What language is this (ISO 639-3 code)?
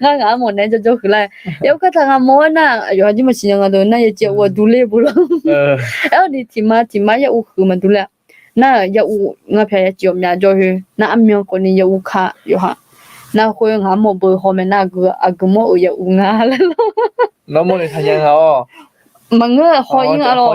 ahk